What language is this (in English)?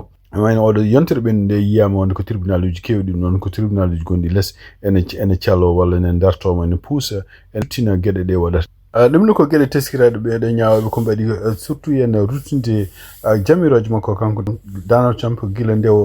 Fula